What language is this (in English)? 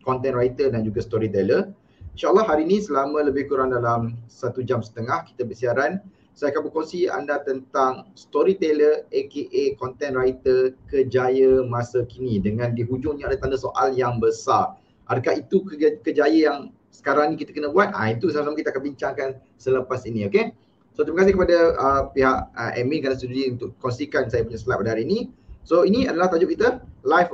Malay